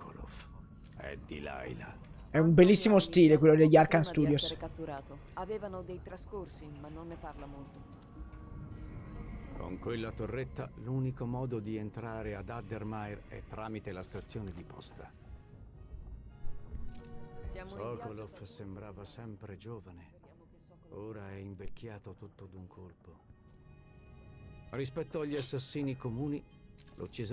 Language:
Italian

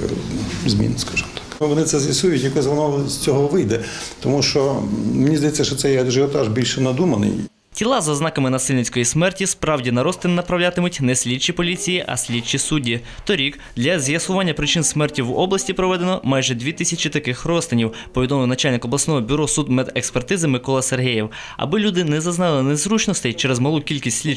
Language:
Ukrainian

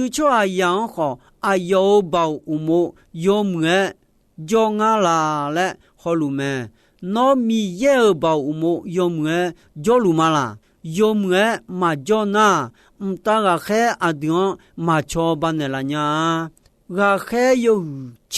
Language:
Akha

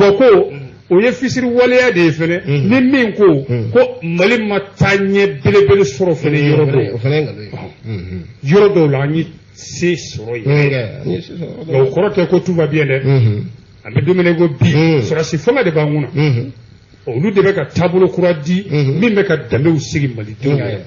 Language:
Bambara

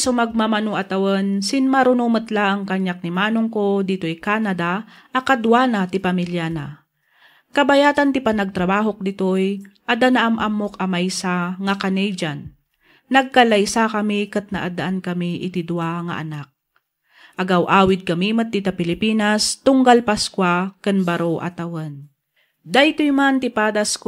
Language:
Iloko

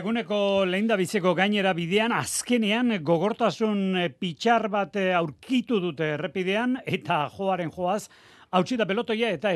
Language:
Basque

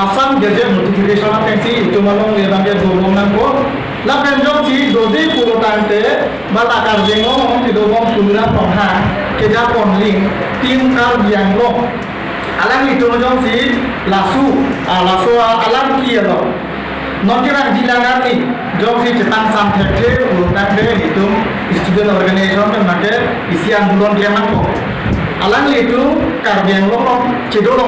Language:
Karbi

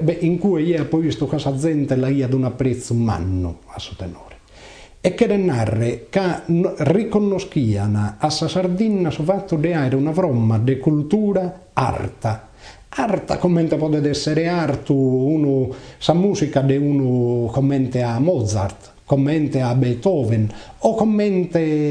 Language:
Sardinian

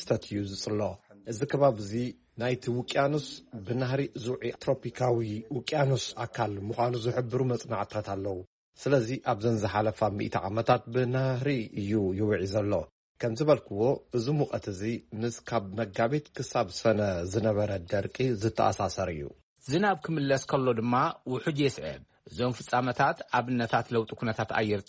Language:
Tigrinya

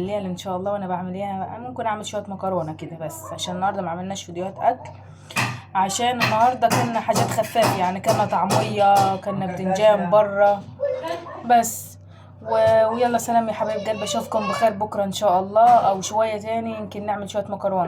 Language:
Egyptian Arabic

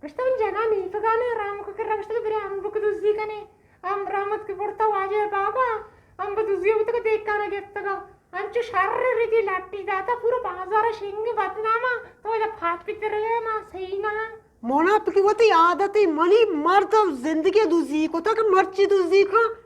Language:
Eastern Balochi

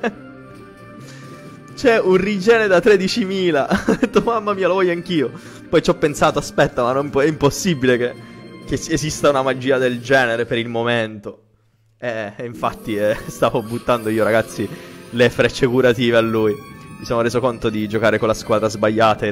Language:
Italian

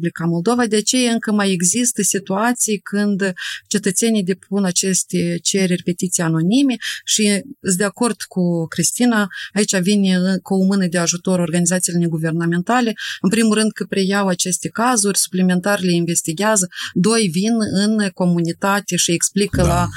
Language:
Romanian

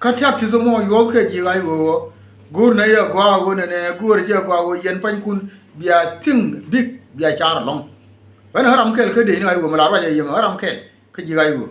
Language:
Nuer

